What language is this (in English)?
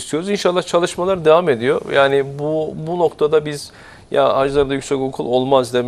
Turkish